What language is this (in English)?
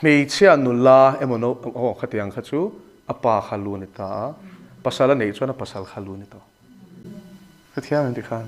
Mizo